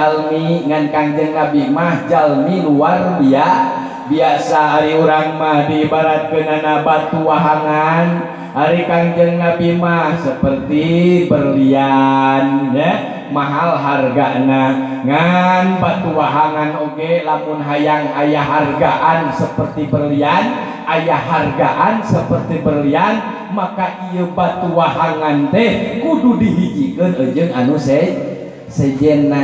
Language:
Sundanese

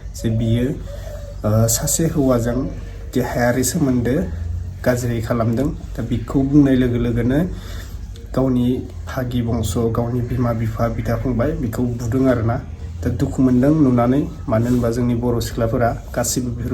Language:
Bodo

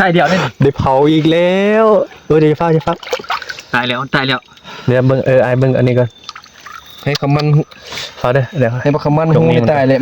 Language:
Northeastern Thai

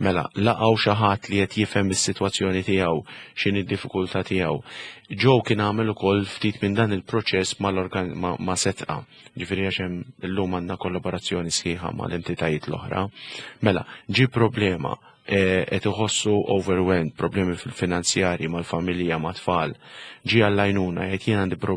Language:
Maltese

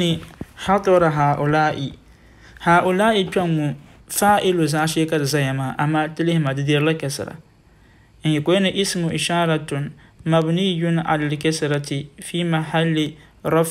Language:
Dagbani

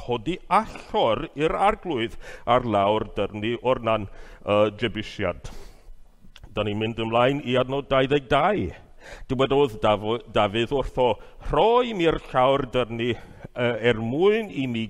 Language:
Welsh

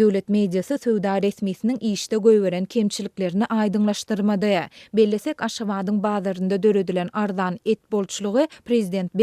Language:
Turkmen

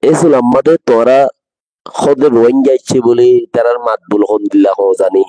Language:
Rohingya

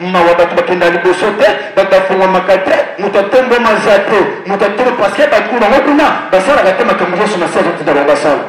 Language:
Lingala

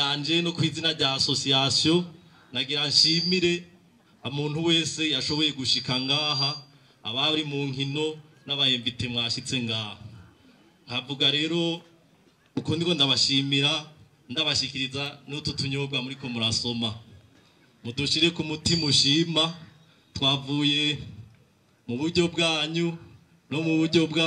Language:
Rundi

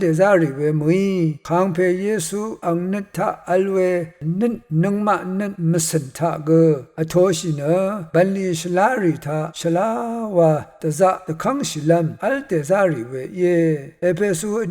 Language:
Rawang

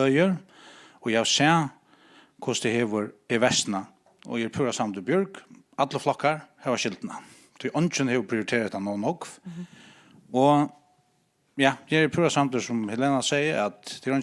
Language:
Faroese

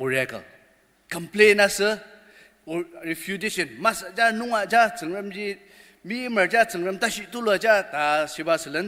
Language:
Ao Naga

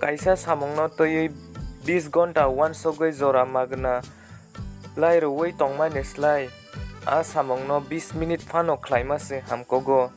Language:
Kok Borok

